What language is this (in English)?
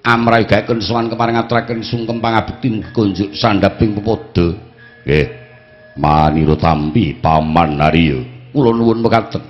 Javanese